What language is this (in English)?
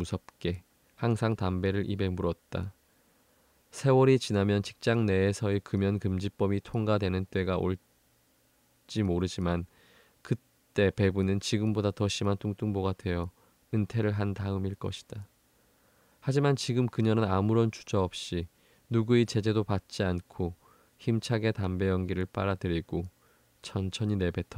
Korean